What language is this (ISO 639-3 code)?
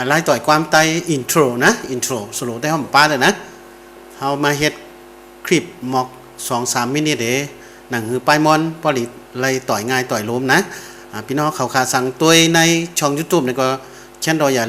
shn